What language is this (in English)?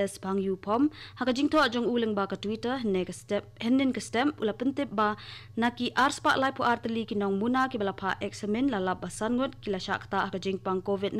Khasi